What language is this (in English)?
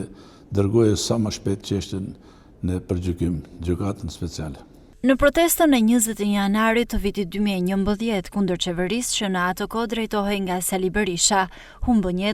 Albanian